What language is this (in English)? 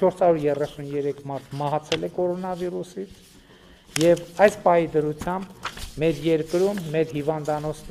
Armenian